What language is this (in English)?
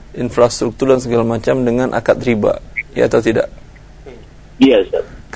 Indonesian